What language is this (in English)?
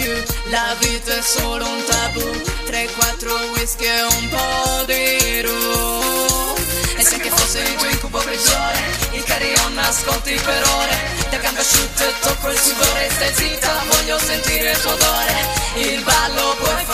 Italian